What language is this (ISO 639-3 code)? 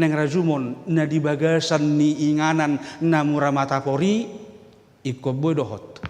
bbc